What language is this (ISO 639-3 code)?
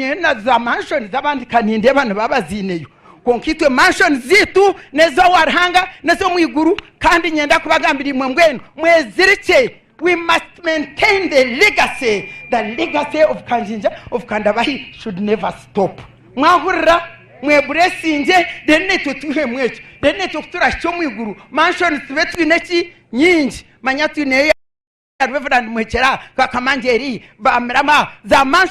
nyn